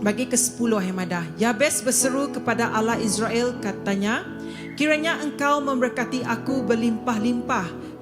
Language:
Iban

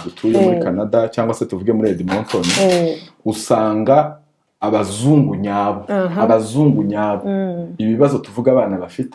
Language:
Kinyarwanda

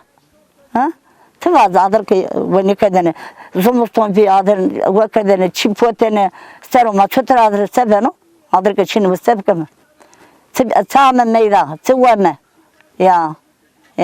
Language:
Zaza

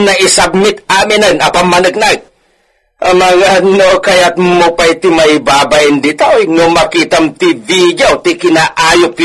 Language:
Iloko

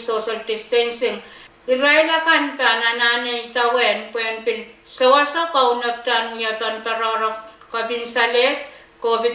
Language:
Pohnpeian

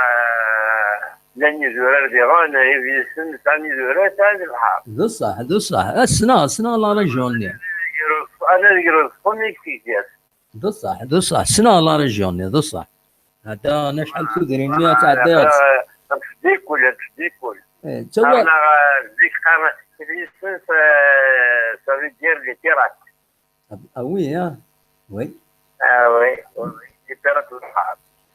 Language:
Kabyle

